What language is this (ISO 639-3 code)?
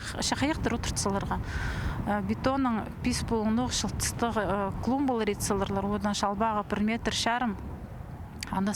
kjh